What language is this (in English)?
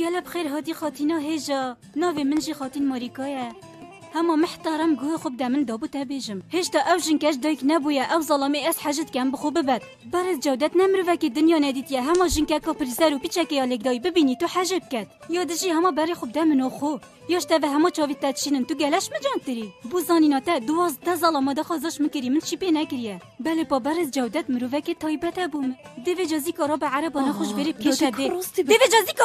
Kurdish